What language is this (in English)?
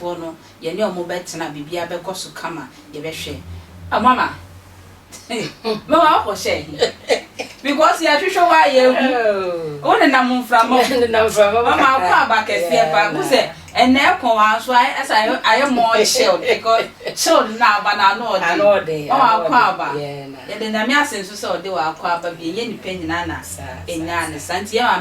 Akan